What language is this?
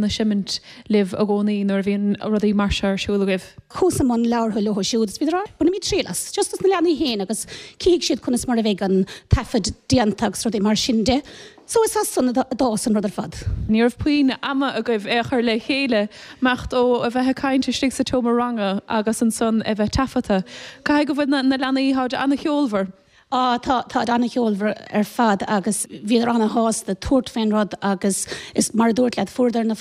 Irish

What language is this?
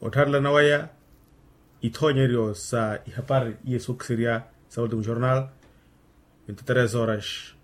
Makhuwa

